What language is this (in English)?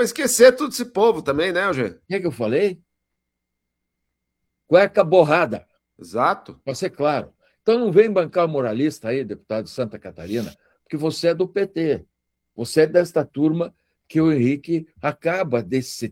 Portuguese